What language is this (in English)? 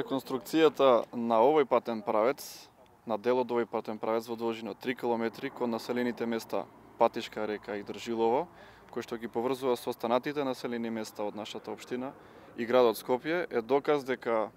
Macedonian